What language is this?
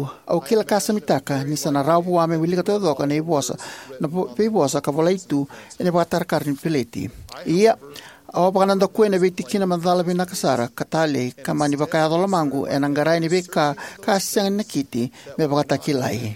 Fijian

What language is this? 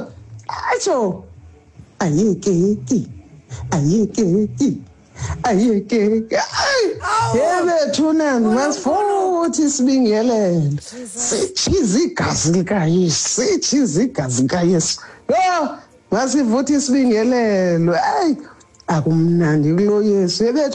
Xhosa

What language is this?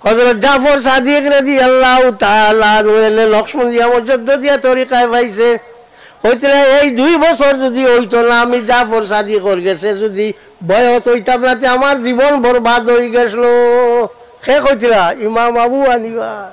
Sylheti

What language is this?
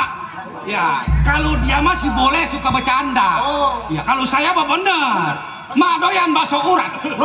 Betawi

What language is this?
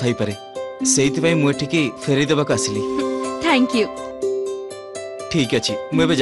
Odia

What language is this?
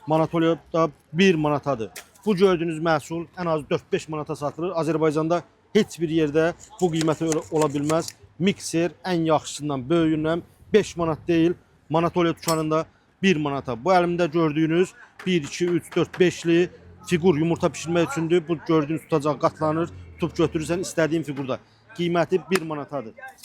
Azerbaijani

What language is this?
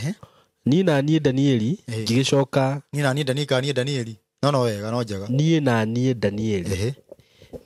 Kikuyu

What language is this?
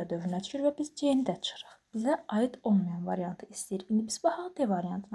Azerbaijani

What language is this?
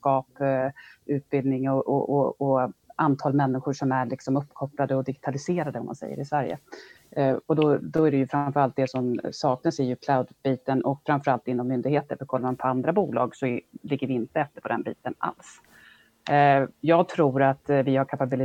Swedish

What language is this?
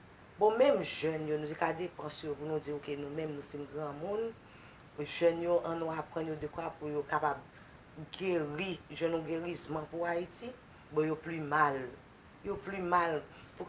Haitian Creole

